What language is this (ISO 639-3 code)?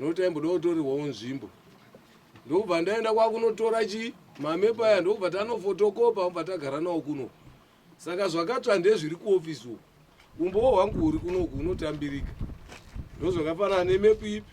sna